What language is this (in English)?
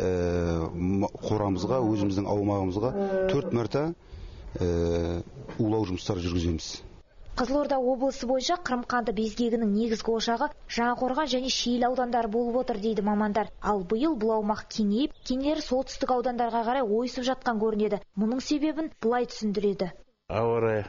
Kazakh